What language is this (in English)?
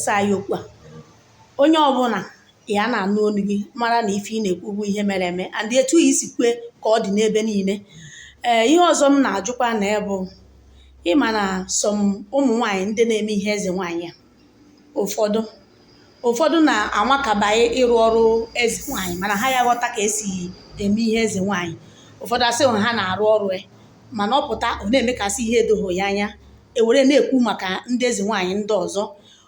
Igbo